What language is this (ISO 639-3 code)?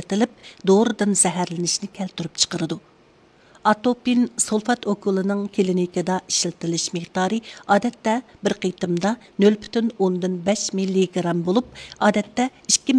uig